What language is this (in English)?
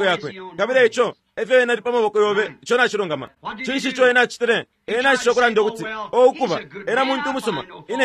Bemba